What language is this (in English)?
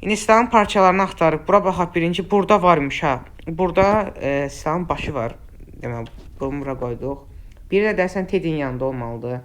Azerbaijani